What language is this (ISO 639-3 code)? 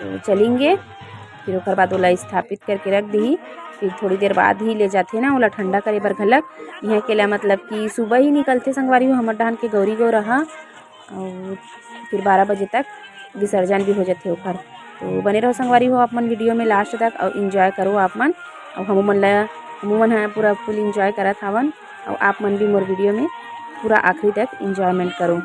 hne